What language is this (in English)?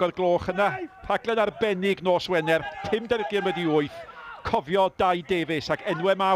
Welsh